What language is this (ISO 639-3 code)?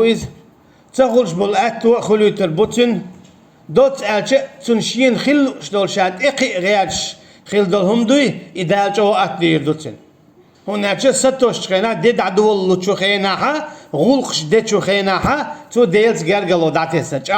che